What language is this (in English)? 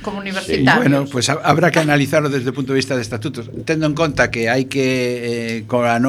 Galician